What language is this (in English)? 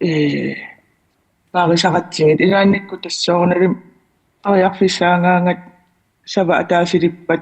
Kalaallisut